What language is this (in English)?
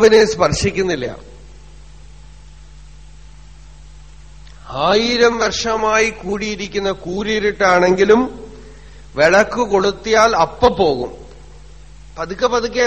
Malayalam